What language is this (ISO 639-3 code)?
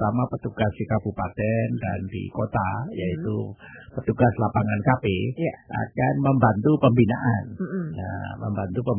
ind